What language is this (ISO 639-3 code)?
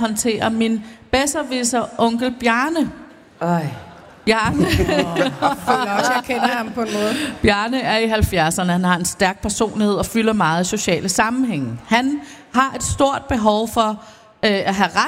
dan